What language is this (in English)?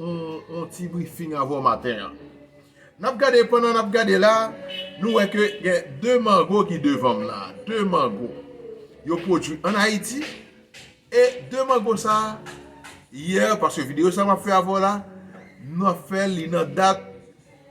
Haitian Creole